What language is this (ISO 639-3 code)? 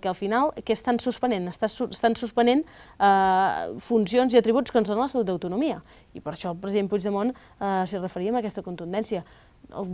cat